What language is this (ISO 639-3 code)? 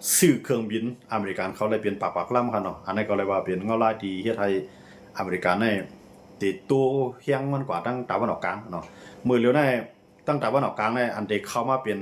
shn